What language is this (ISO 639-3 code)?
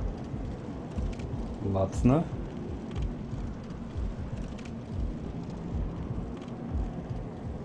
rus